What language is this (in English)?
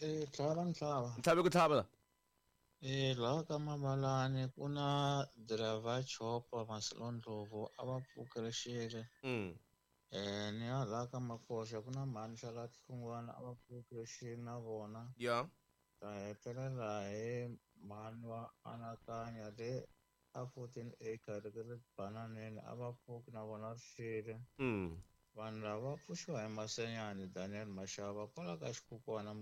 Tsonga